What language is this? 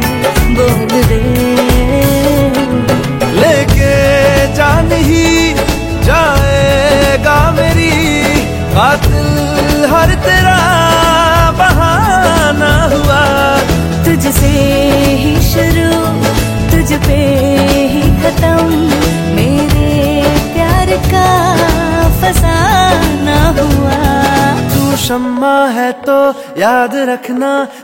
Hindi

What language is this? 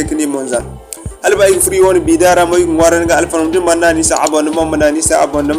Zarma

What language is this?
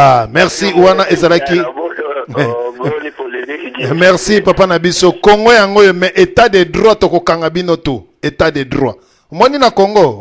Lingala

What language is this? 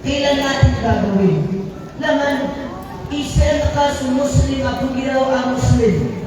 Maranao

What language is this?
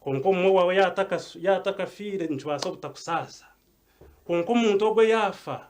Nyankole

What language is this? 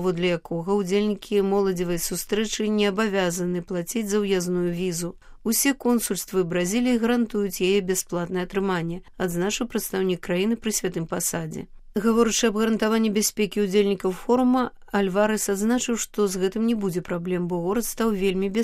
Belarusian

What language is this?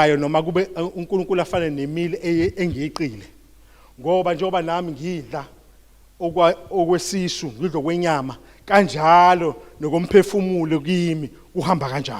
Zulu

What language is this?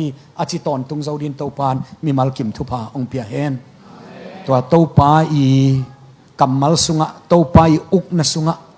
Tedim Chin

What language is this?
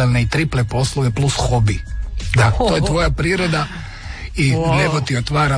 Croatian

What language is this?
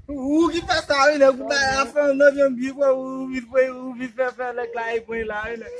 Haitian Creole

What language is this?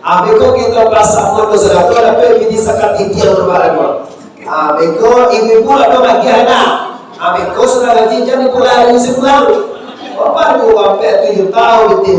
Minangkabau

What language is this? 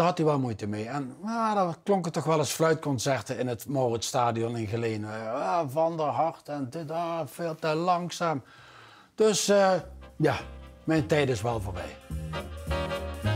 Dutch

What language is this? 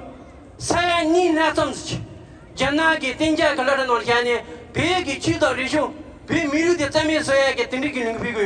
Tibetan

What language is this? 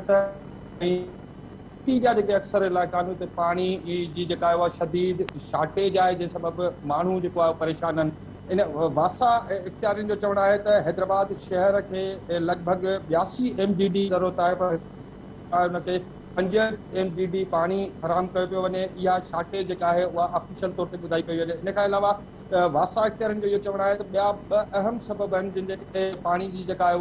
Sindhi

